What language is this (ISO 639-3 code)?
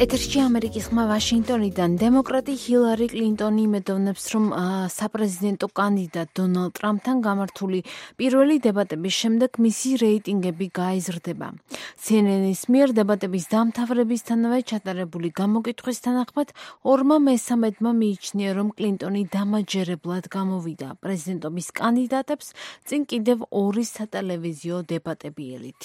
kat